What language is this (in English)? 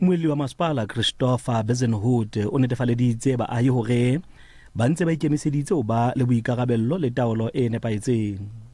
Southern Sotho